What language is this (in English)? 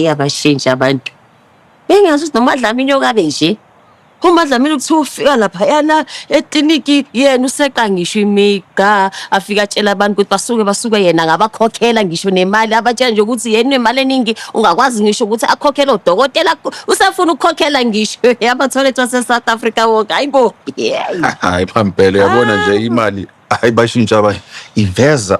Zulu